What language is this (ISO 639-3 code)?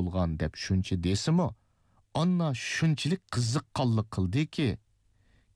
uig